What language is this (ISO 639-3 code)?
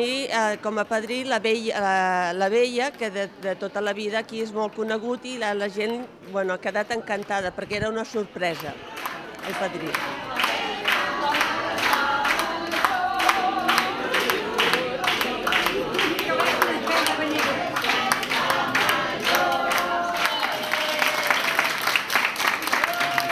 cat